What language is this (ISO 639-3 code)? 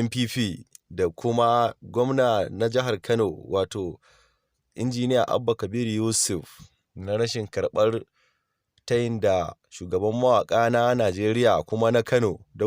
hau